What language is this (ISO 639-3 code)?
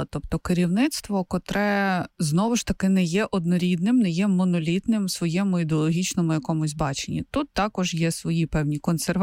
ukr